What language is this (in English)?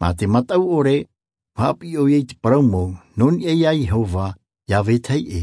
Tahitian